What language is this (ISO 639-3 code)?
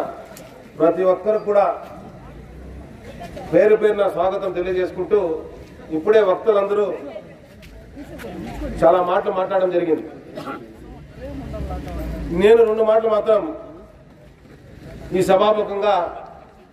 tel